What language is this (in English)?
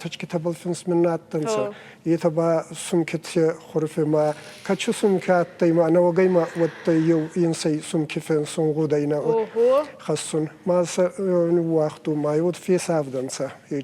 Ossetic